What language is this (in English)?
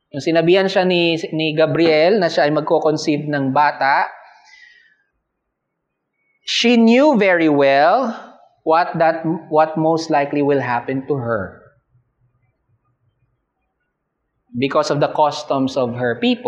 Filipino